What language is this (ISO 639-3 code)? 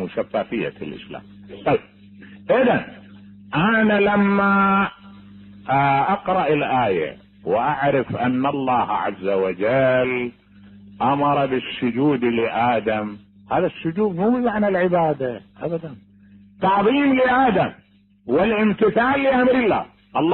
acm